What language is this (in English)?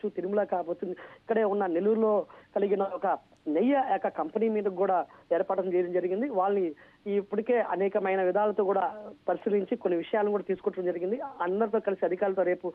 Telugu